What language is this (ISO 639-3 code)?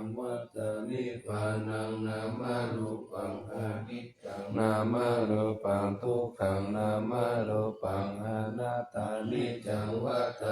pli